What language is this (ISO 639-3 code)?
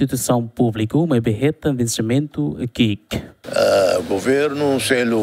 tet